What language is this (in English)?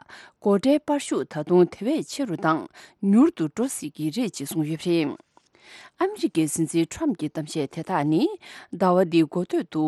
Tibetan